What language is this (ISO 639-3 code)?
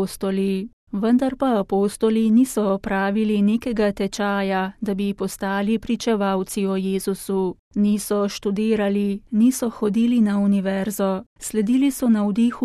slv